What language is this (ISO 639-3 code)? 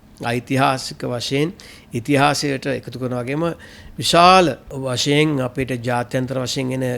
sin